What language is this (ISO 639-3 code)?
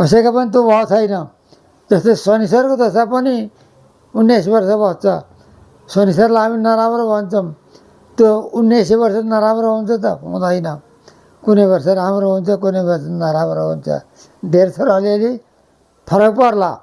nep